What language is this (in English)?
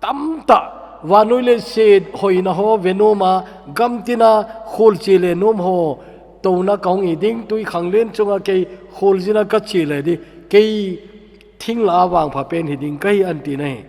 Thado Chin